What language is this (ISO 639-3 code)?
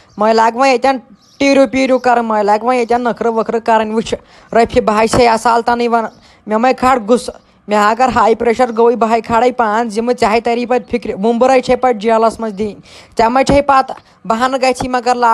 kas